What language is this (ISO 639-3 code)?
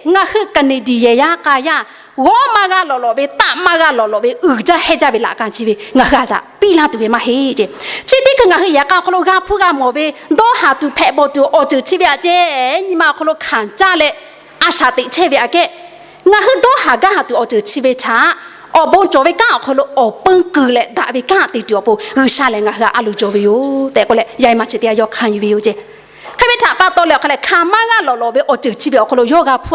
lhu